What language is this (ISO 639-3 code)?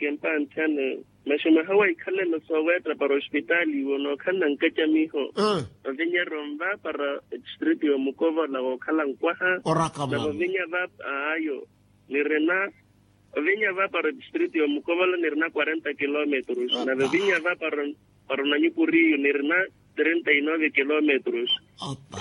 vmw